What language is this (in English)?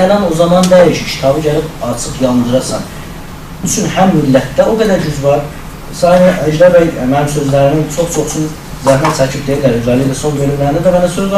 South Azerbaijani